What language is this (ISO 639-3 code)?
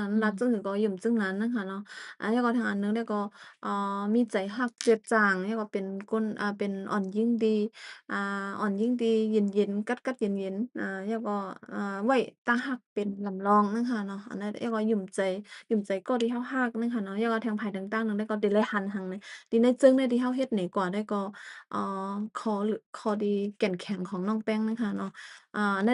shn